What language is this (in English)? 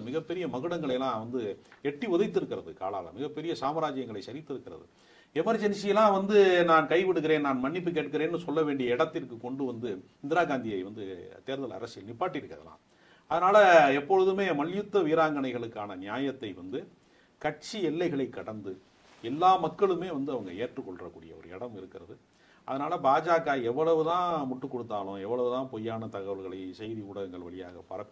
Tamil